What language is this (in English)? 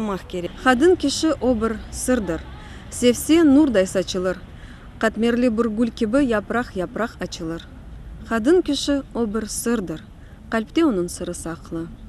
Crimean Tatar